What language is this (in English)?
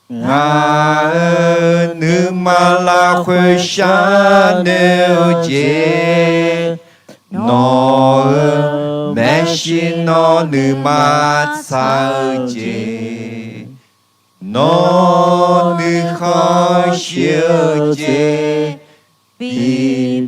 Akha